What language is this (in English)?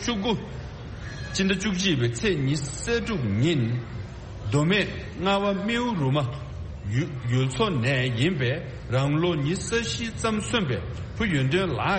Tibetan